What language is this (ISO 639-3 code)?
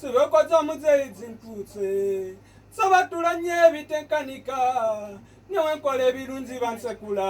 lug